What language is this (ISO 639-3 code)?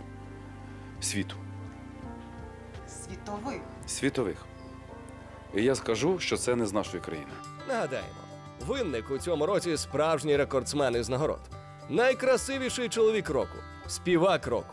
ukr